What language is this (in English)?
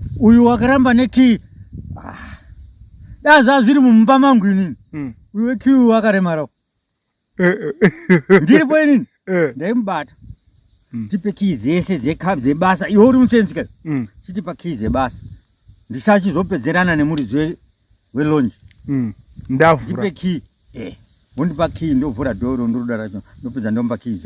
Shona